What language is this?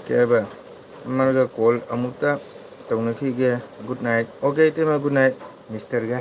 Manipuri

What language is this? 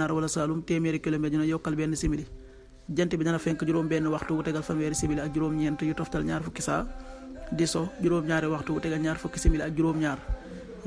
Wolof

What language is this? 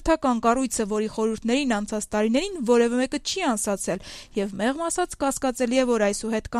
Armenian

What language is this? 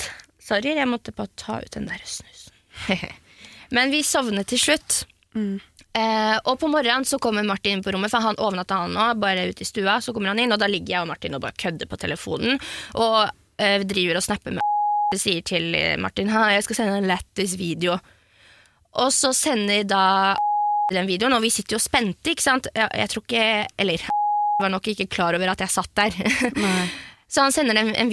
Norwegian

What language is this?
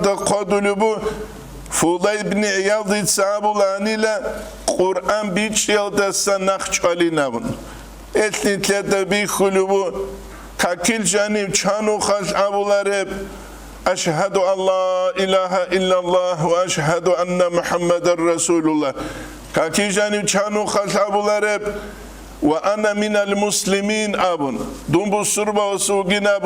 Avaric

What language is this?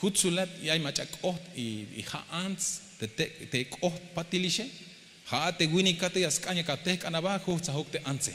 Tzeltal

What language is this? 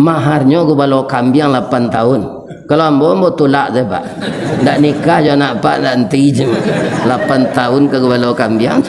Minangkabau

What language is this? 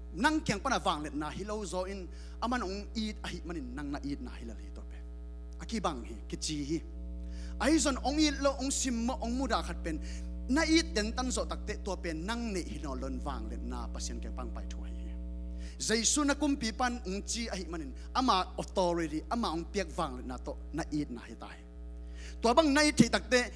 Tedim Chin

